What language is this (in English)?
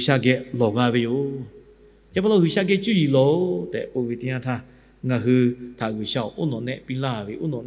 Lahu